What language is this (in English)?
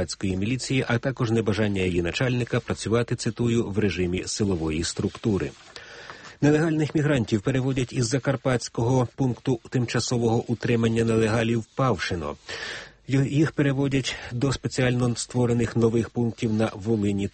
Ukrainian